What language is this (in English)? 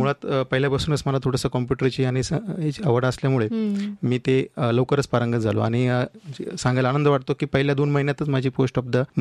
Marathi